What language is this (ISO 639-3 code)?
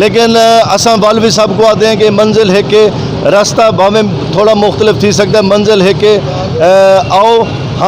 skr